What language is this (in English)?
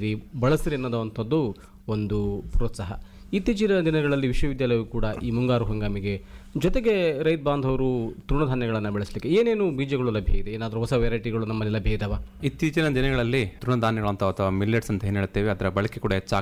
Kannada